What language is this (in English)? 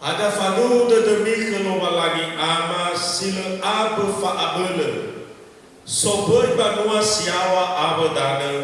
Nias